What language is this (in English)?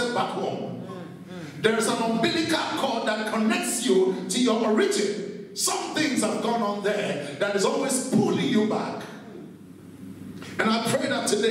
English